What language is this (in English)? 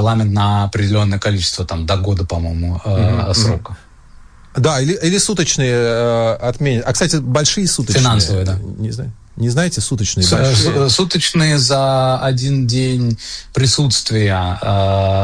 Russian